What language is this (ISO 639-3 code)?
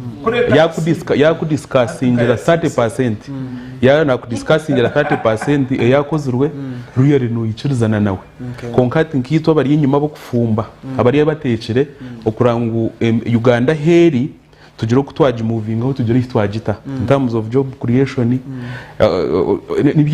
nyn